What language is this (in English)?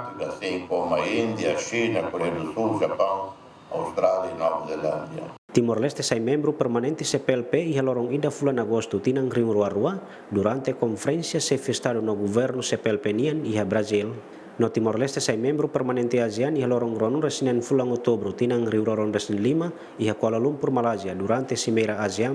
Tetum